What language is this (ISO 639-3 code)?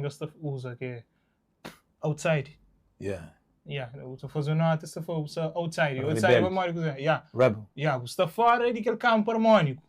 kea